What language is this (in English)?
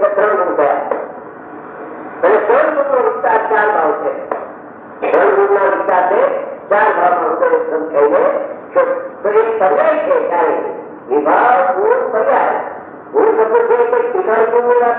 Gujarati